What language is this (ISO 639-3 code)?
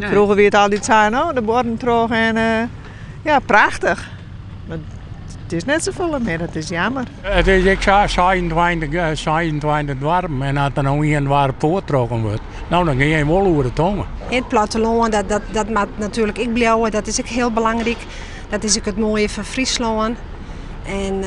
fry